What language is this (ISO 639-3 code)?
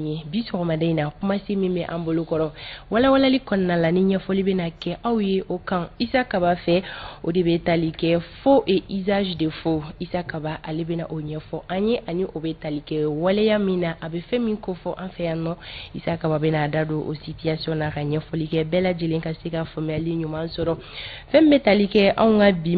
bam